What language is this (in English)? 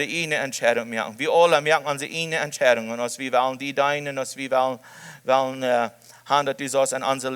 Plautdietsch